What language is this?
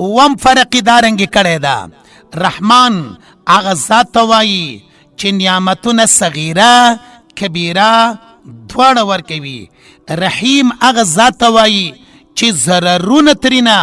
Pashto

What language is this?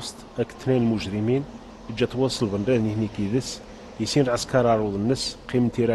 Kabyle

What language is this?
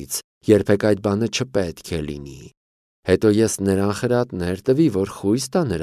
Armenian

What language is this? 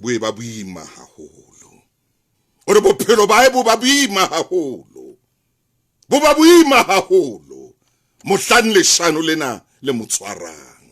Southern Sotho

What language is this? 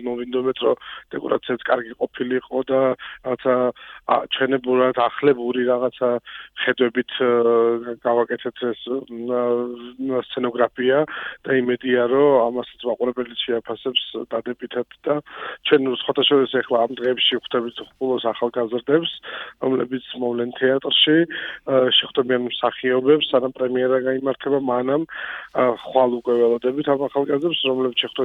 Georgian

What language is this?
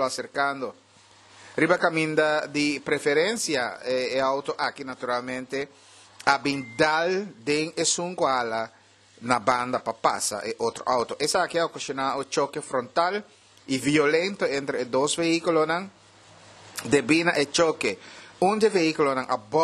Papiamento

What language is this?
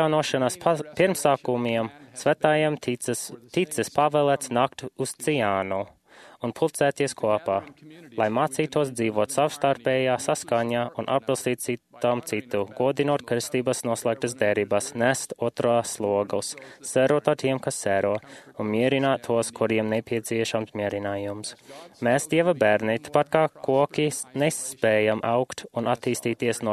Latvian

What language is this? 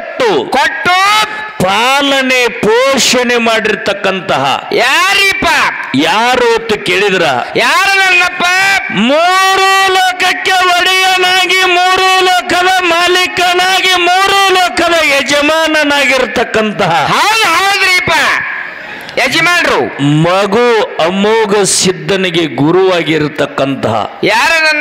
Kannada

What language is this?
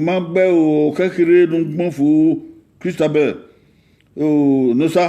Bini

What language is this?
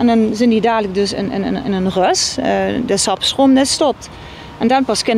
Limburgish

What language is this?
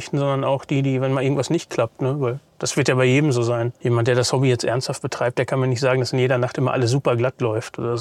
German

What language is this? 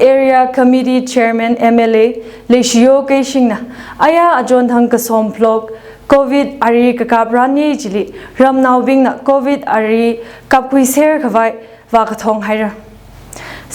Tangkhul Naga (India)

